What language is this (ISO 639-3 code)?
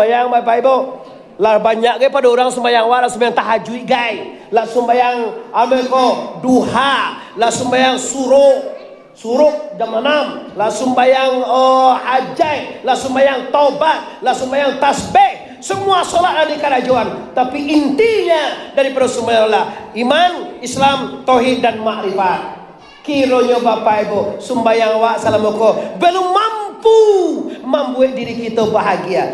min